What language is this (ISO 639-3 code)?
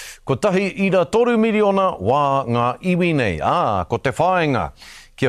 mri